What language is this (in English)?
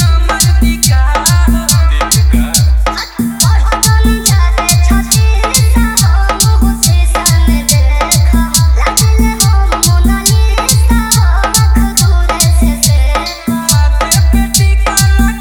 Bhojpuri